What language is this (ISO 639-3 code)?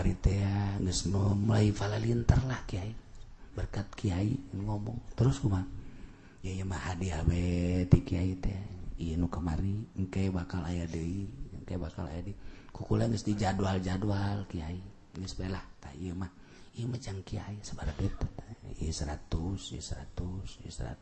sun